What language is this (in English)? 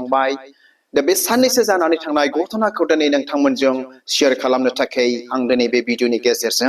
Bodo